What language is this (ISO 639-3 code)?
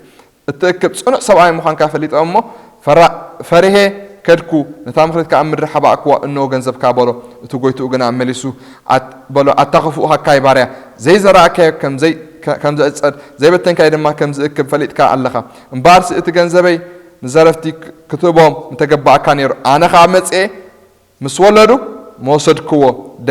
tir